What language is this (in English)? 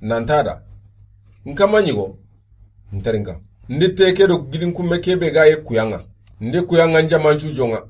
Soninke